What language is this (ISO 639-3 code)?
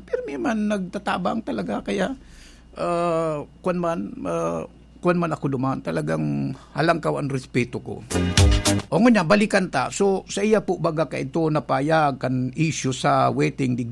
bik